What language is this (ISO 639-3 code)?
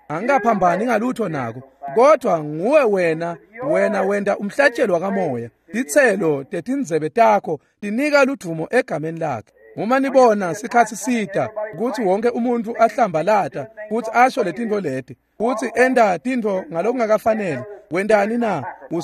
ssw